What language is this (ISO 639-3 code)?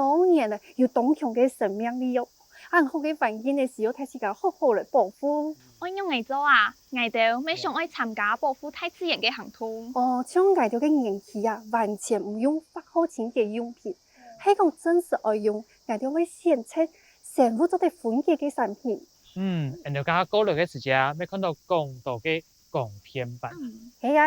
hak